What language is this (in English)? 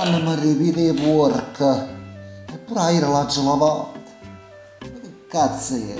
Neapolitan